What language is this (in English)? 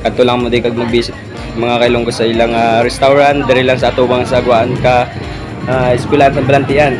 Hiligaynon